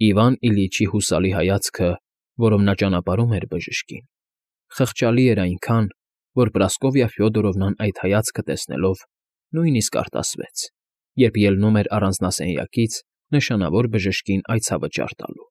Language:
Armenian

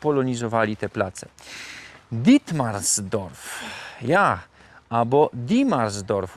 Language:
Silesian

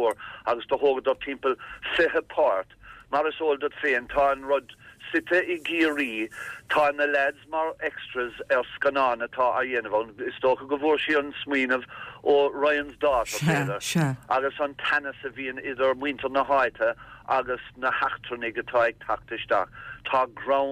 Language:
Irish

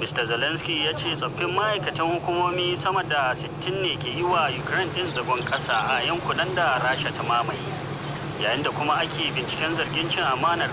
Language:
Hausa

